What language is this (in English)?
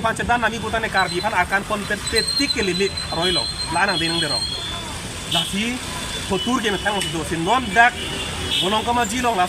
Karbi